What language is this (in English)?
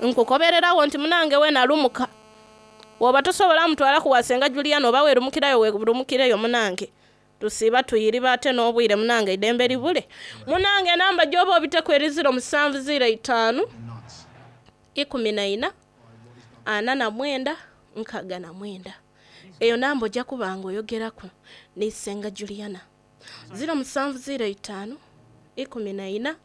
Soga